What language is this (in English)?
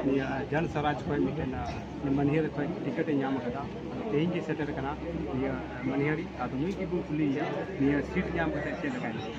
Santali